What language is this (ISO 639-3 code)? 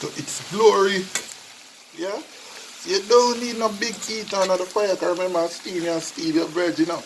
jam